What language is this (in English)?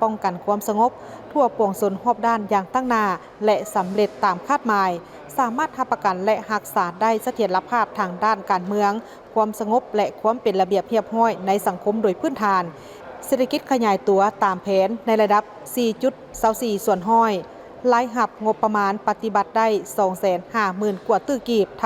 Lao